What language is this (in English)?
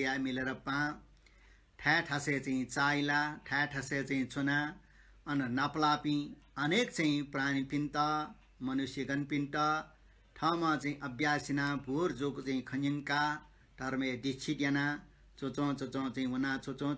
Newari